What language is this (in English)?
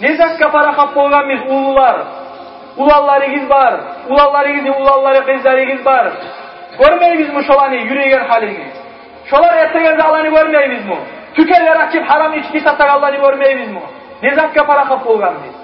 Kumyk